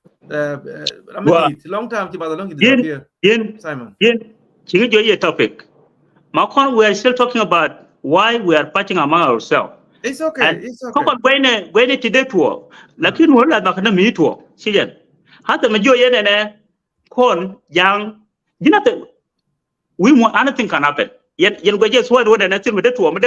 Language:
Nuer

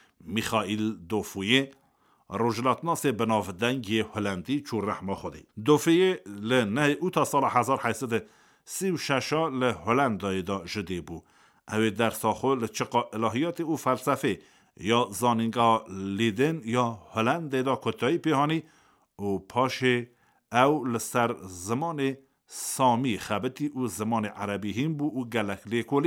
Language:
Kurdish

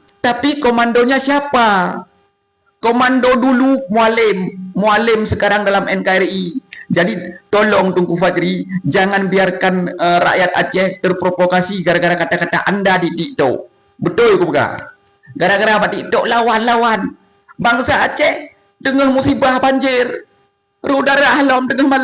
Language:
Achinese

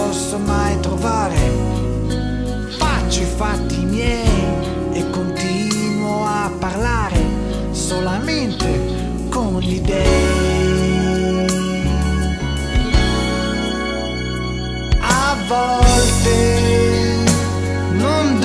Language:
Italian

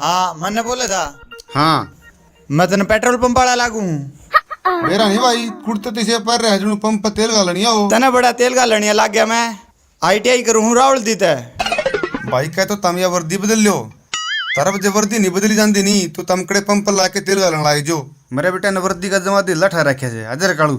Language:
Haryanvi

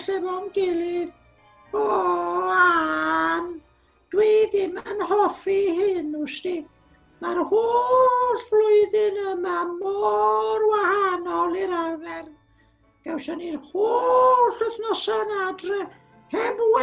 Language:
Welsh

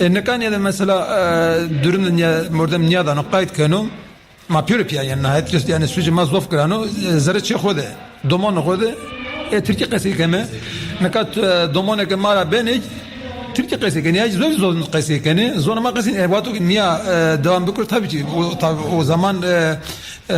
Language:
Zaza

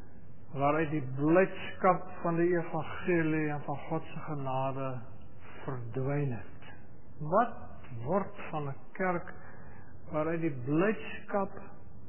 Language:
Afrikaans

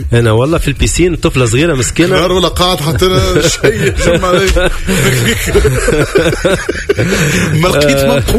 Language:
Tunisian Arabic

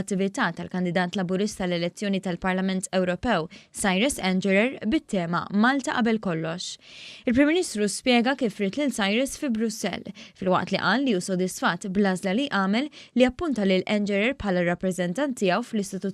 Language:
Maltese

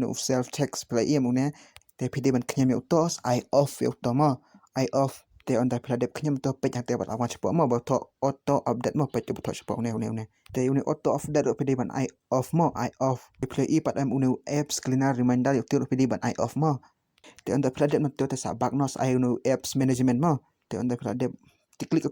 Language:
Khasi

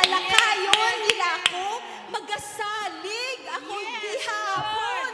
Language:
Hiligaynon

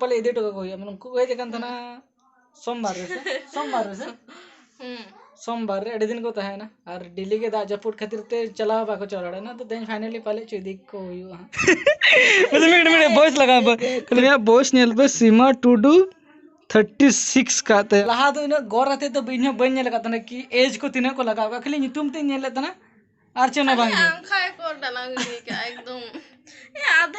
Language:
Santali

